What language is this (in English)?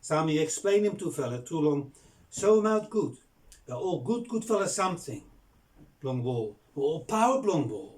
Bislama